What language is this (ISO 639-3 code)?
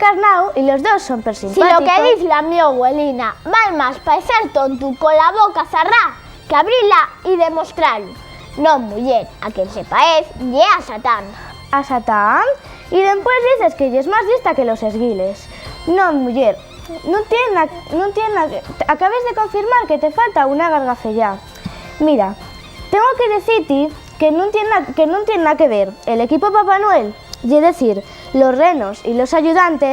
ast